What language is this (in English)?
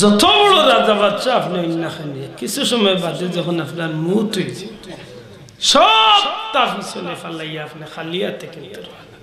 Sylheti